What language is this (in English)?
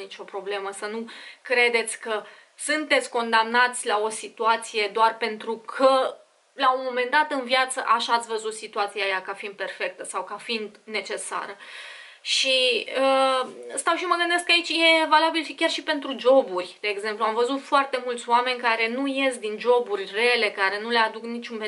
Romanian